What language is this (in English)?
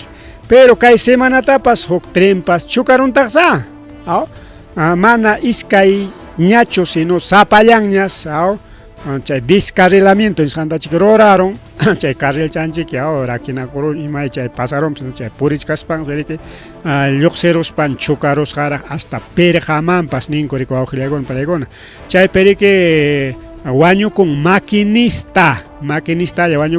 Ayacucho Quechua